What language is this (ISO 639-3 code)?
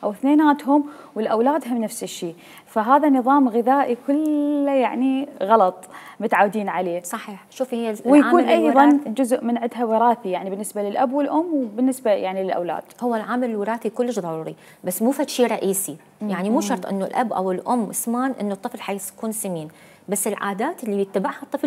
acm